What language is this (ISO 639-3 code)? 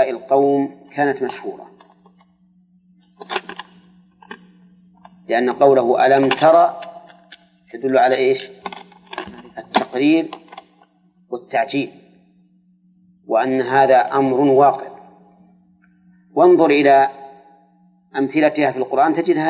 ara